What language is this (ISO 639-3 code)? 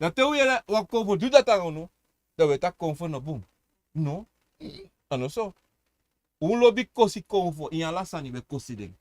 srn